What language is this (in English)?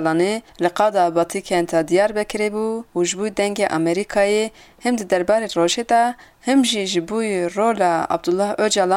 Kurdish